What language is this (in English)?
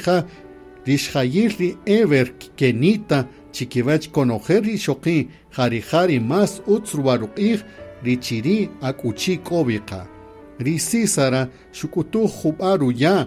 Kaqchikel